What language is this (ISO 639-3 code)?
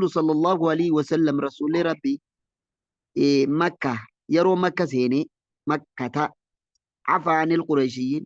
orm